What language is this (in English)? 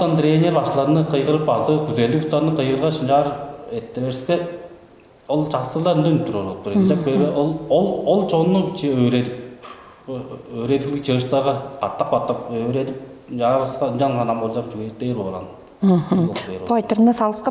Tuvinian